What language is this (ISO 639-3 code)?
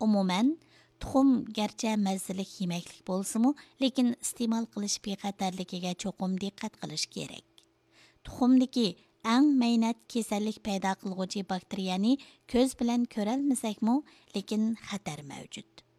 uig